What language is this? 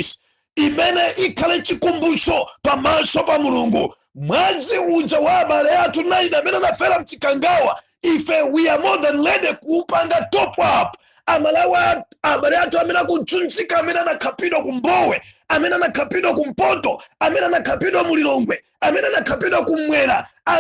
Nyanja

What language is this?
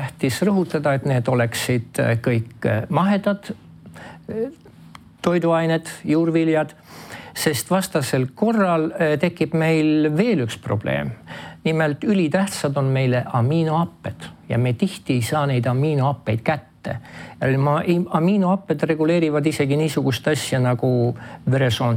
Estonian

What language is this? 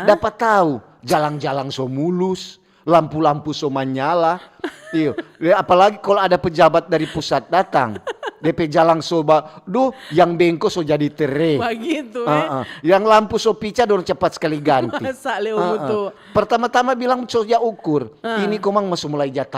Manado Malay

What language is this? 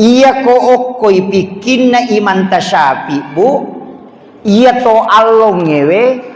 Buginese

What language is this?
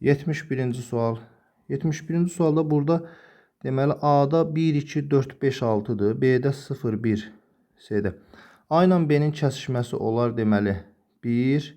Azerbaijani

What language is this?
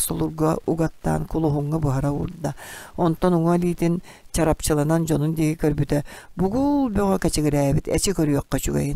Yakut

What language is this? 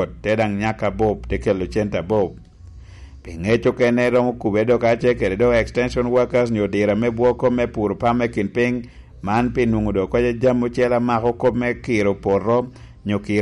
Lango (Uganda)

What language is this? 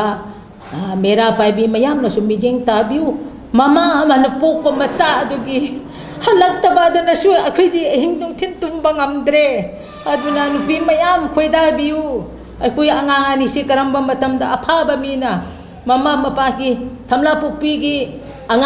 Manipuri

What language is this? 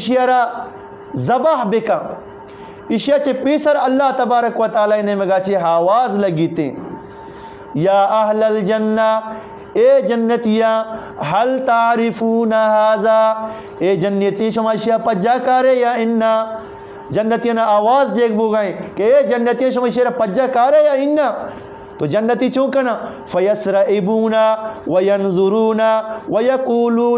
Eastern Balochi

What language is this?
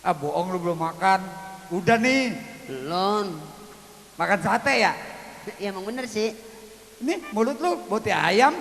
Betawi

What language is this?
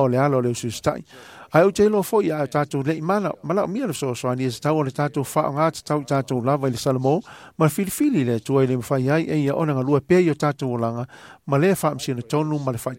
Samoan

